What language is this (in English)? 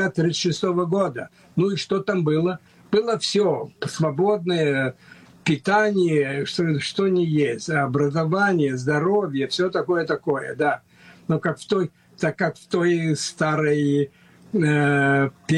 Russian